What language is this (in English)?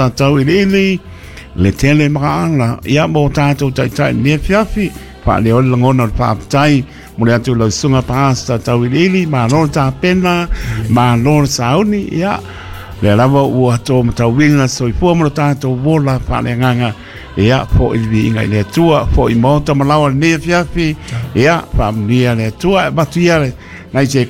Samoan